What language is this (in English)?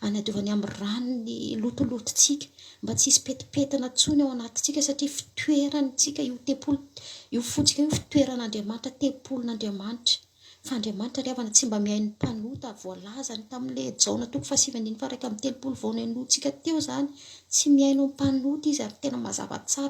Malagasy